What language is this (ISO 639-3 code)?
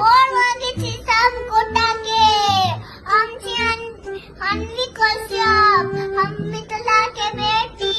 mai